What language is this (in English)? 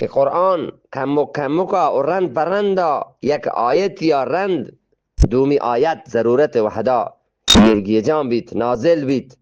Eastern Balochi